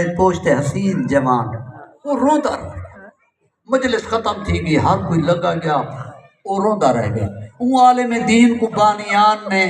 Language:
Saraiki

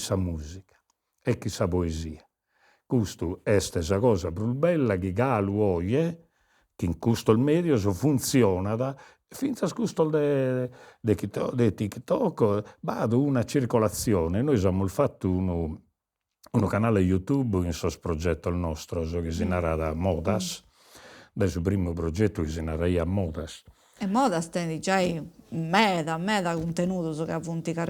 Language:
Sardinian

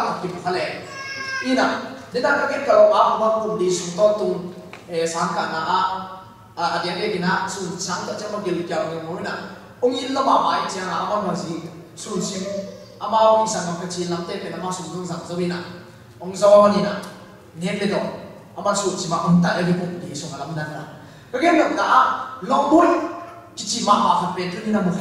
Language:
Tedim Chin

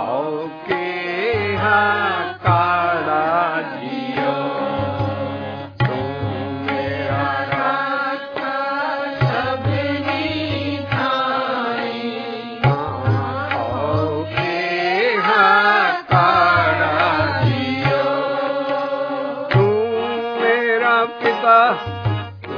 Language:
Punjabi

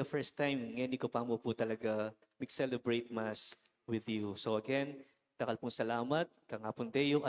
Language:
Pampanga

